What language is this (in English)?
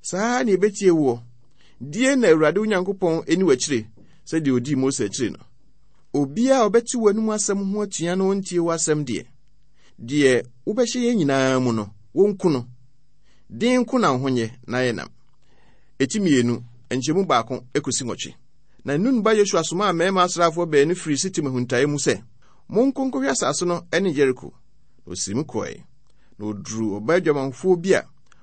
Akan